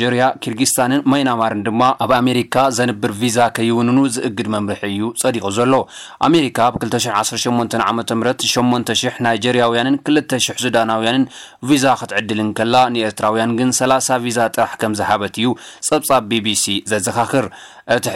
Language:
Tigrinya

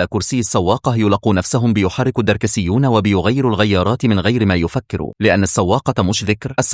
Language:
Egyptian Arabic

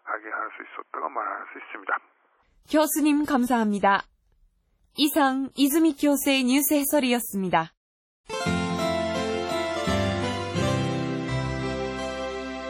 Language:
Korean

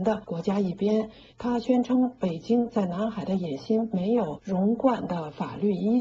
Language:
Chinese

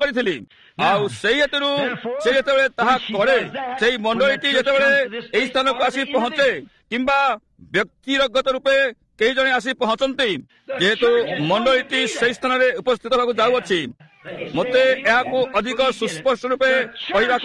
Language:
Odia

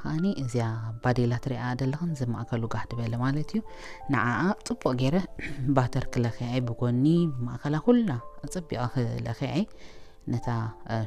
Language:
Tigrinya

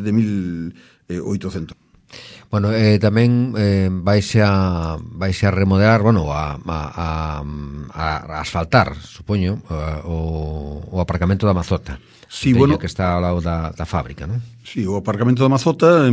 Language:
Galician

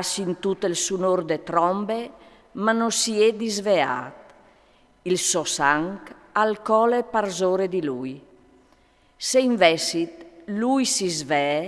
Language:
Friulian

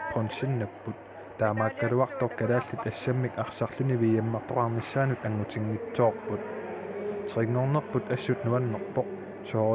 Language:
Kalaallisut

